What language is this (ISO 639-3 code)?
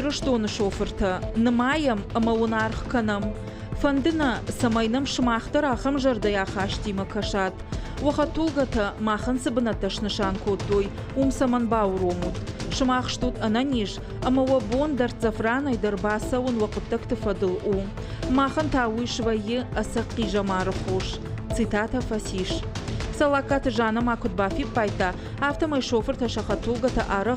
oss